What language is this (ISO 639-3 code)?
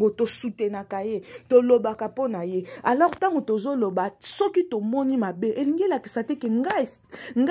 lin